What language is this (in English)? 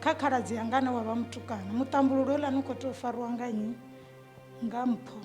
Venda